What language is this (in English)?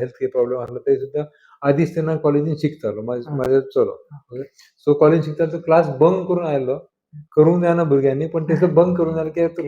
Konkani